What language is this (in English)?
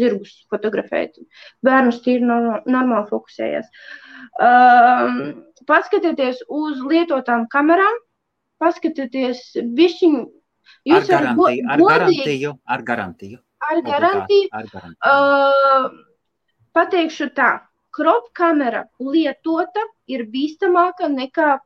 Latvian